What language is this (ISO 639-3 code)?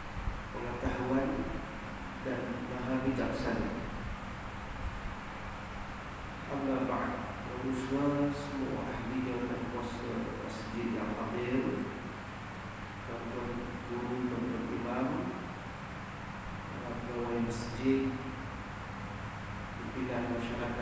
msa